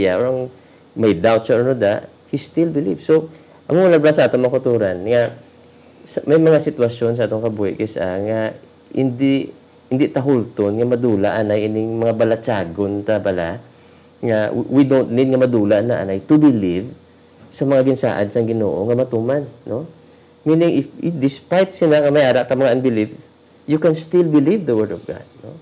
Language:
Hiligaynon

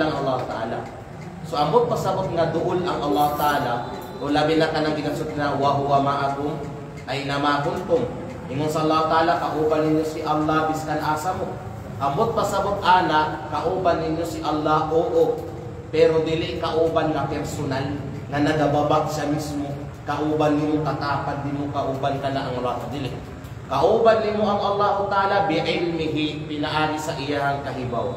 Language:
Kalagan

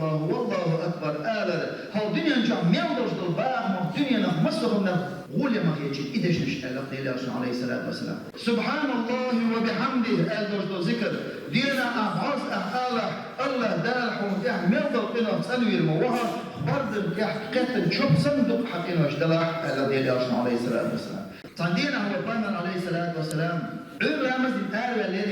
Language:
Chechen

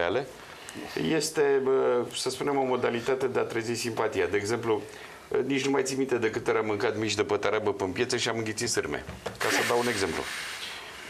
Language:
Romanian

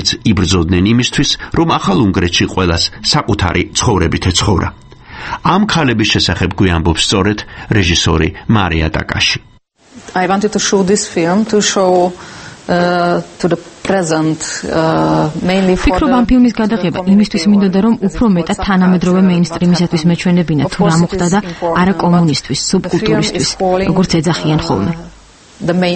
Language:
Georgian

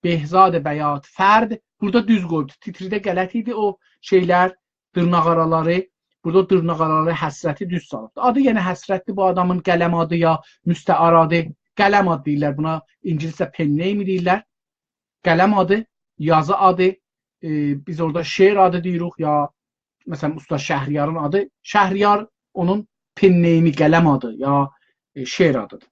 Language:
South Azerbaijani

